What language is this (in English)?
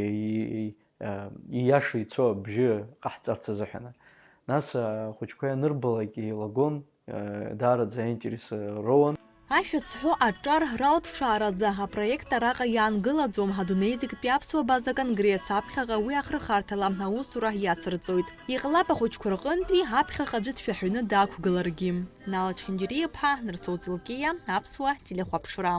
Abkhazian